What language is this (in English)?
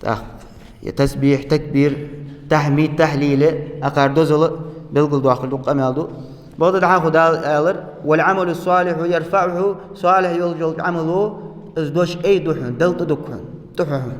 Ingush